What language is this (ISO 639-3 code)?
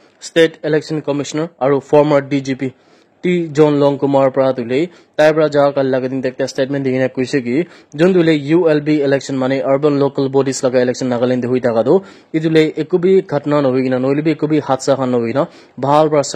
nag